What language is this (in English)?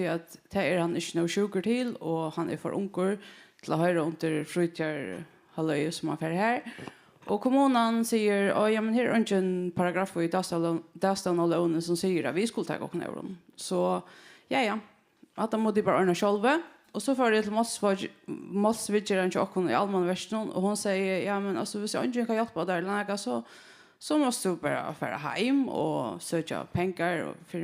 Faroese